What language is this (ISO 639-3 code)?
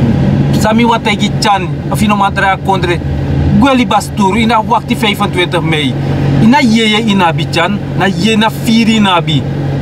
srn